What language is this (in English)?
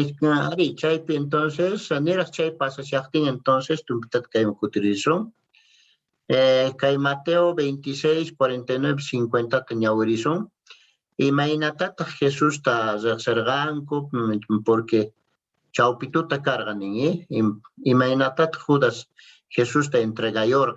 Quechua